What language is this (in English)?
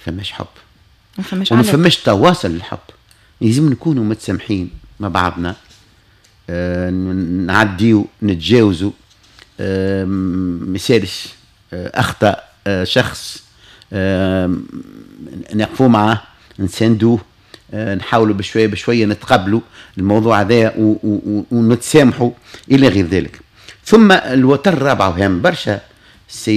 Tunisian Arabic